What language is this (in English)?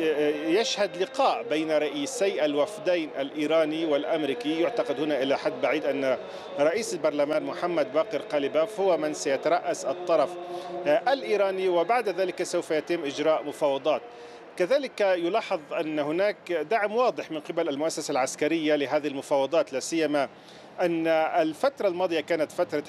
Arabic